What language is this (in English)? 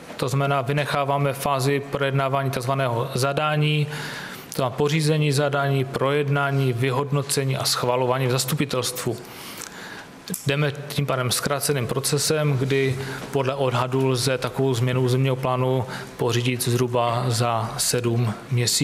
Czech